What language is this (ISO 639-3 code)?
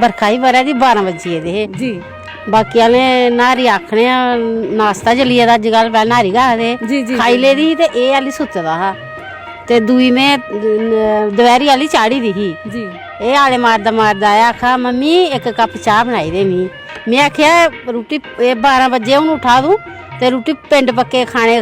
doi